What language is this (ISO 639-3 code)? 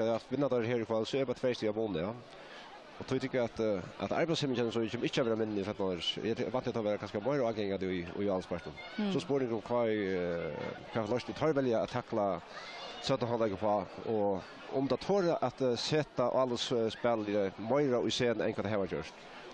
fao